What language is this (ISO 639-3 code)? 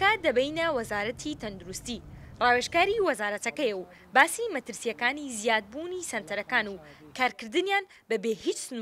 ckb